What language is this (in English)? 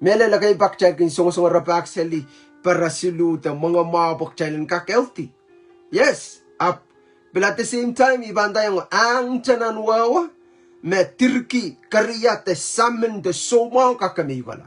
Pohnpeian